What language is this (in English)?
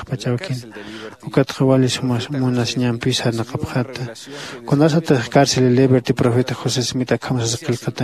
Aymara